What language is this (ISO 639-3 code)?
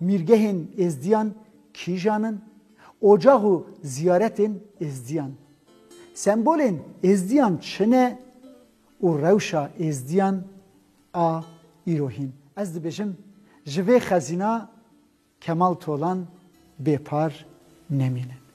kur